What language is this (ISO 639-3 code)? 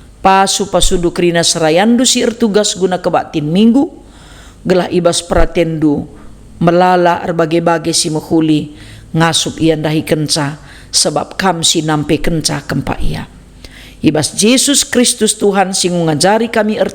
btx